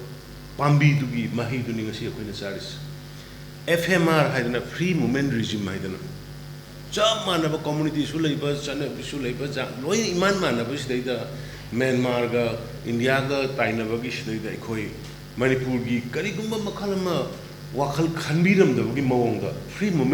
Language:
Manipuri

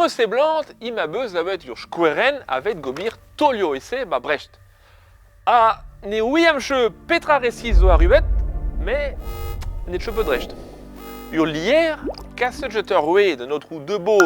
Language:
Breton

